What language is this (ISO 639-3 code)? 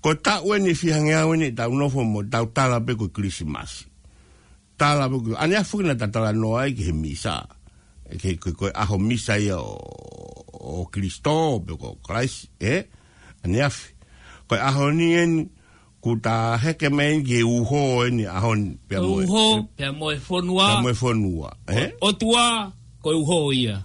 ton